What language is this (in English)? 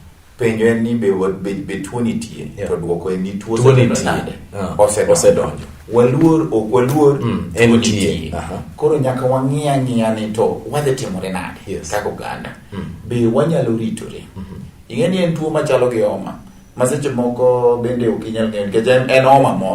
Luo (Kenya and Tanzania)